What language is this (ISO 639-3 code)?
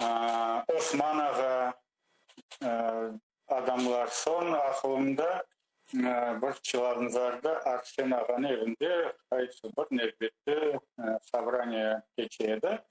crh